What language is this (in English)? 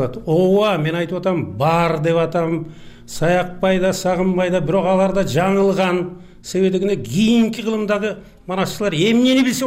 Kyrgyz